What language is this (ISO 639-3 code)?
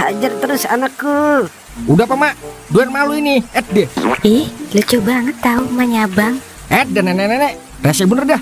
bew